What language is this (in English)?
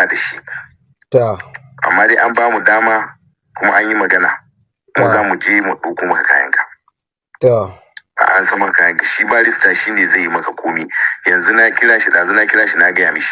Hausa